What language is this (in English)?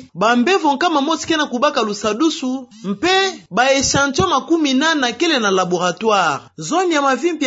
Kituba (Democratic Republic of Congo)